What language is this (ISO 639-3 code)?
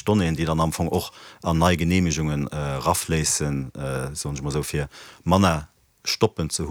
ltz